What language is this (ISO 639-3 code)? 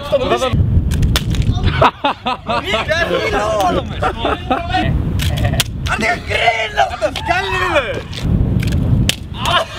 isl